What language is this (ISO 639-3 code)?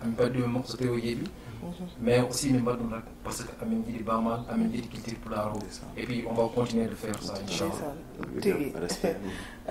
ful